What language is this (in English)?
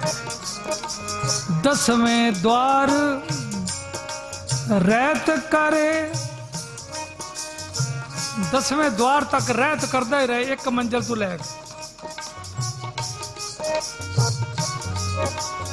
Punjabi